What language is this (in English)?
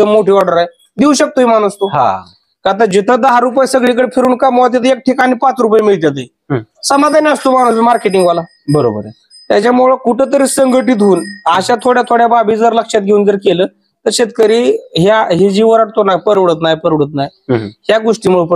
Marathi